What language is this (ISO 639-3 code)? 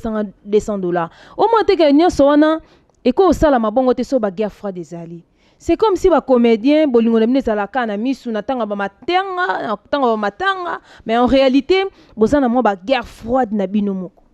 lin